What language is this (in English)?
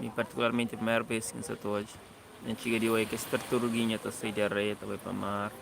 Kabuverdianu